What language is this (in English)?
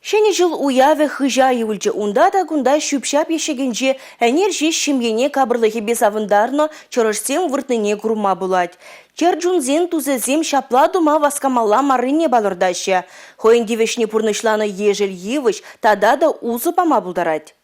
Chuvash